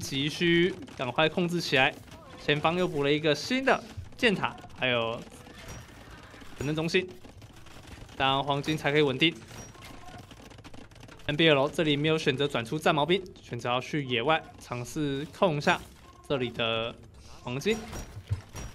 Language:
Chinese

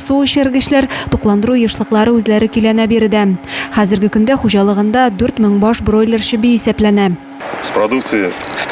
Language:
Tatar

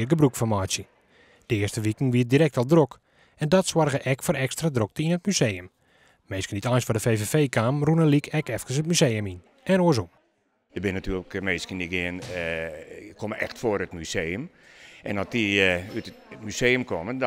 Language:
Western Frisian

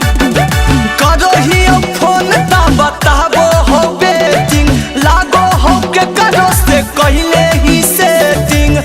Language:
Magahi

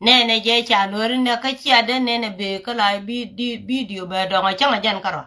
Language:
Nuer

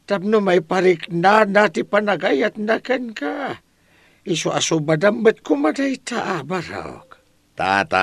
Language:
Iloko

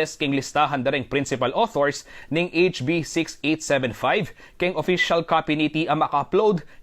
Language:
Pampanga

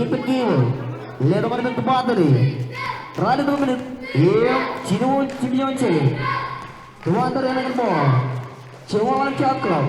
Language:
Marshallese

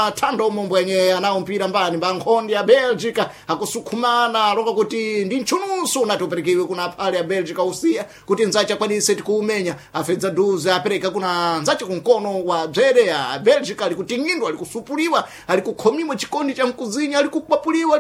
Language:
Sena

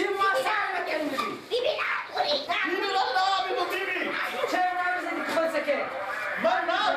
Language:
Persian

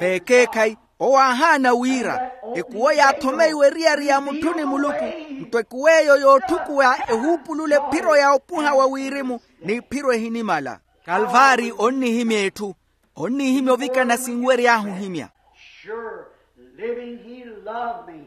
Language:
Makhuwa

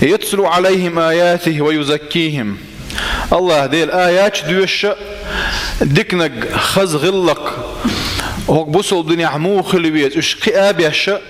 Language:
Chechen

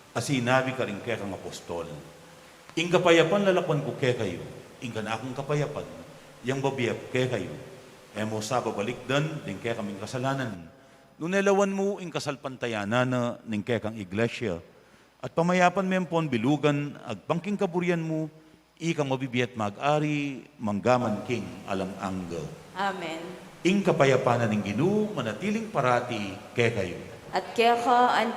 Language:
Pampanga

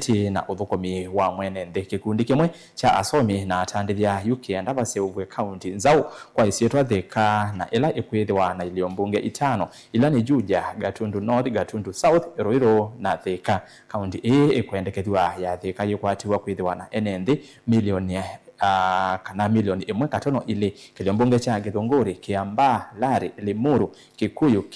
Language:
Kamba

